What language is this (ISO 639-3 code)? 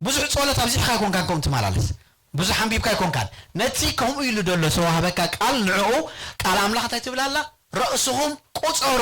tir